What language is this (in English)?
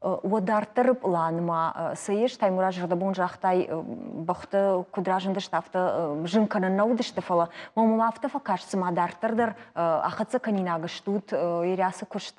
Ossetic